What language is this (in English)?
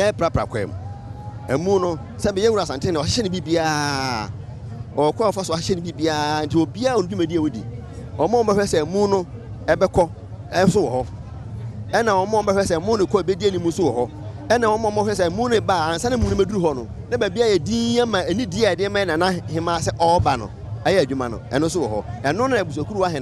Akan